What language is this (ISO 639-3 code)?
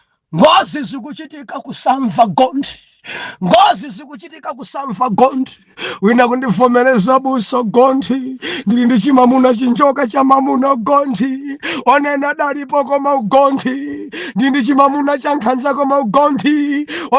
nya